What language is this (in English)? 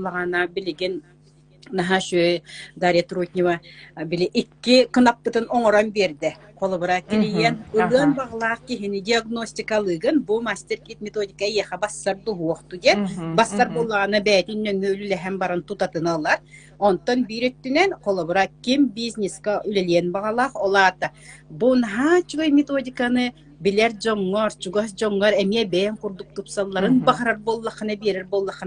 Yakut